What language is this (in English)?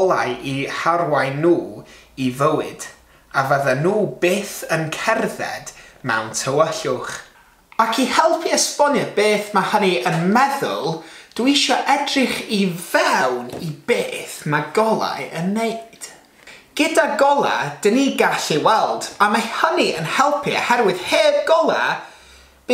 Welsh